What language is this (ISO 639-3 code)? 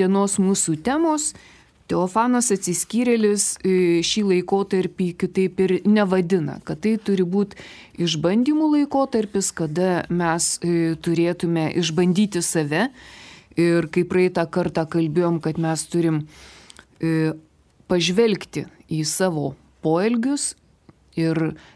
lit